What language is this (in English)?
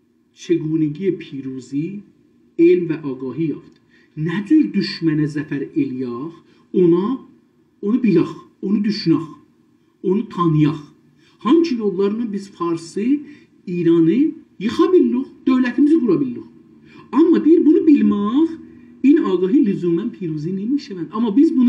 South Azerbaijani